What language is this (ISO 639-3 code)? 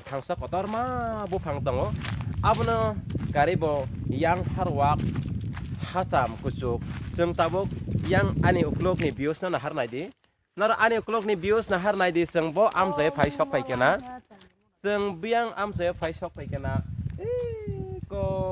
trp